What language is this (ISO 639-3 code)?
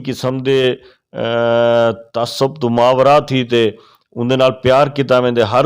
skr